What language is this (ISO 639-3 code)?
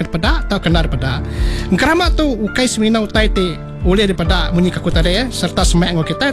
iba